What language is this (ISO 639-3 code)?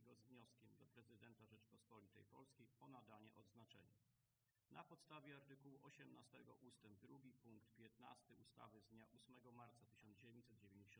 pol